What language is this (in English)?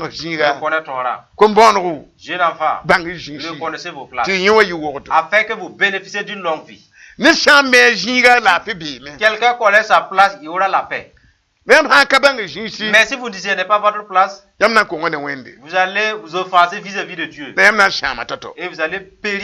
Mossi